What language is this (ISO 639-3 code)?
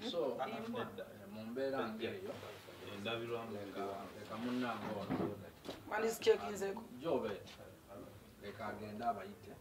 lug